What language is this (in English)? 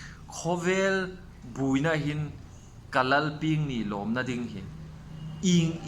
Hmar